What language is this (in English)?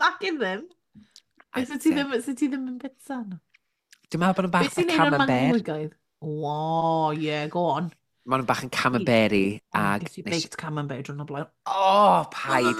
Welsh